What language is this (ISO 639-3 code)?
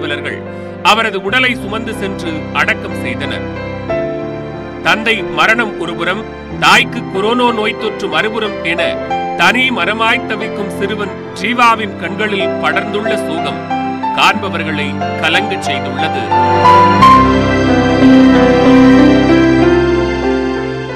tam